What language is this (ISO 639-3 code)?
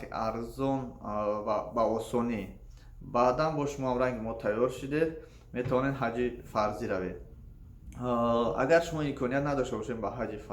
tgk